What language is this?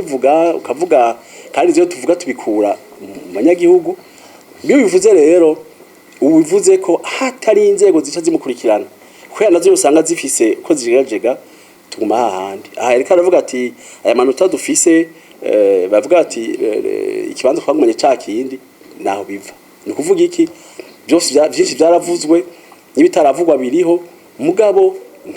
Rundi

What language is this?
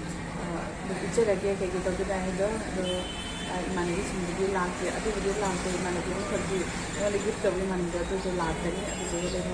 Manipuri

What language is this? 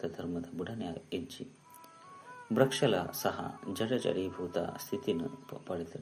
Tulu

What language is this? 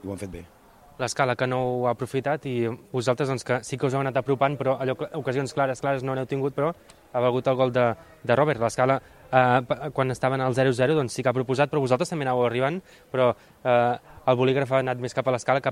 Catalan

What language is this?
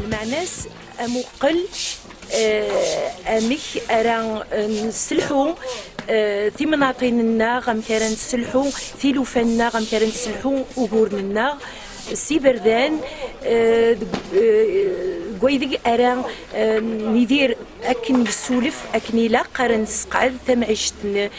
Kabyle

